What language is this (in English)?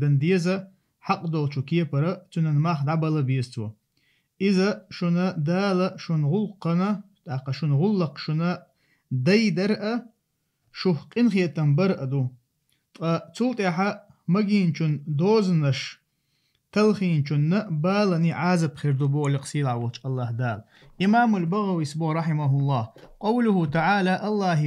Chechen